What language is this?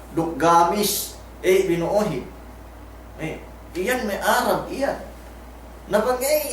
Yakan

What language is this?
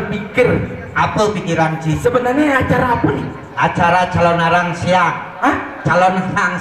Balinese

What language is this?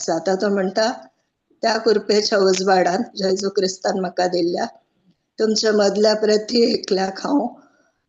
Konkani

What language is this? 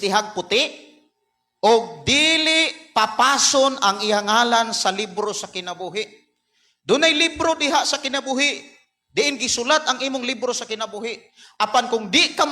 Cebuano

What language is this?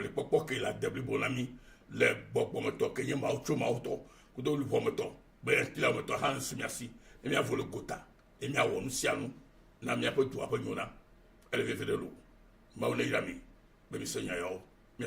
Ewe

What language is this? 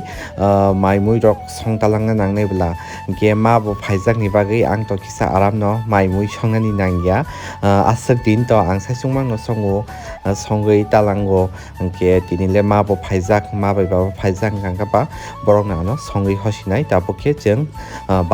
Kok Borok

